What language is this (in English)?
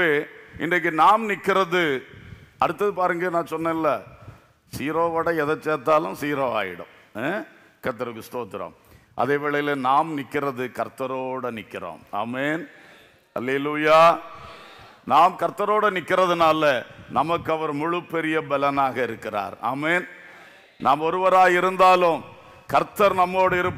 Tamil